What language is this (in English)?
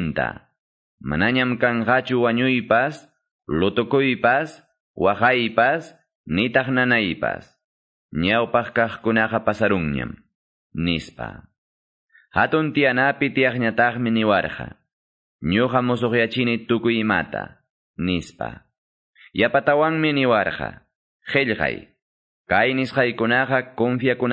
Quechua